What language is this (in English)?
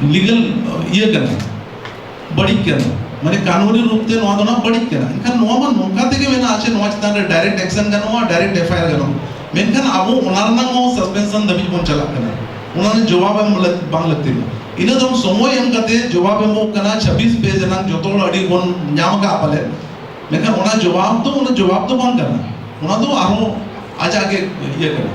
Santali